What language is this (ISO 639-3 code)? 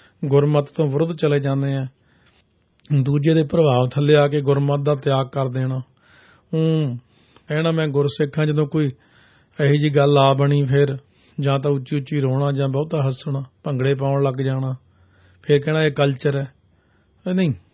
pan